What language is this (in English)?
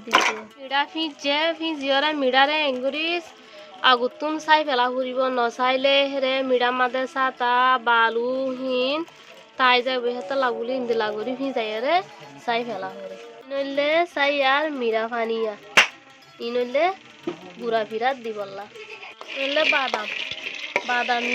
Rohingya